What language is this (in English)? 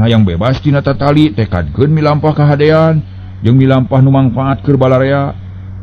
Sundanese